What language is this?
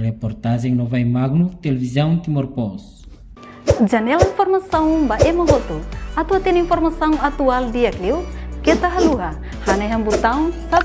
Tetum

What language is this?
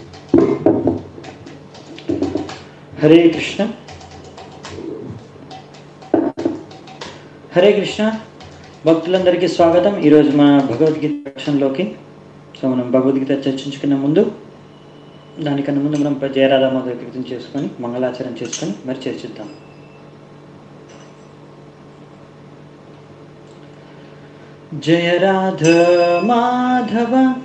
Telugu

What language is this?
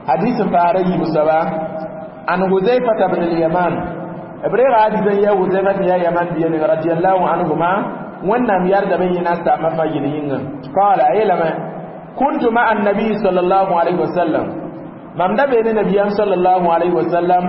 Mossi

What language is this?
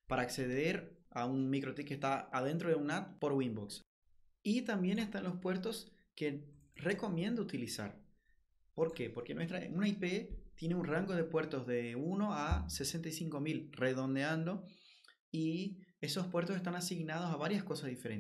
Spanish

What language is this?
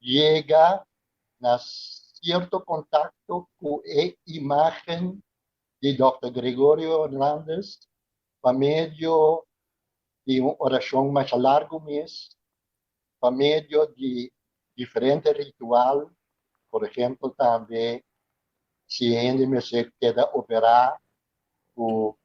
Papiamento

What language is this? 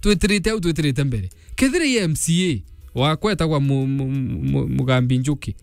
Meru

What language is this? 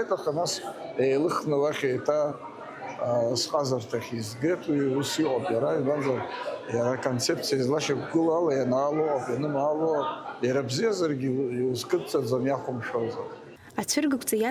Abkhazian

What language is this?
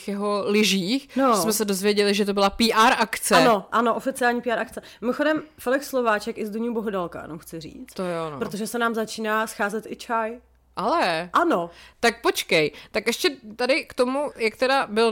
Czech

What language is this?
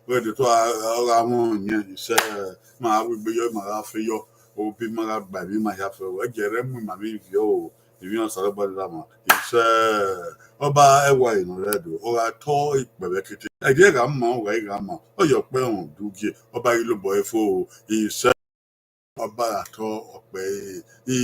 Bini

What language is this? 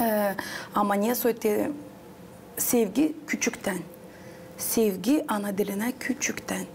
Gagauz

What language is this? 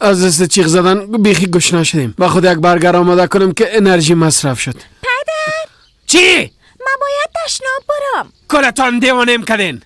Persian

